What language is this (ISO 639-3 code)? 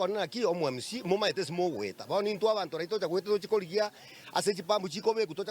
guz